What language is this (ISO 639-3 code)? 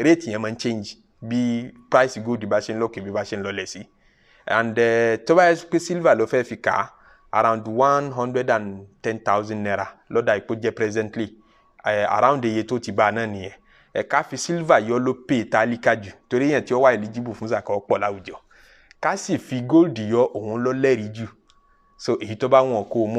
yor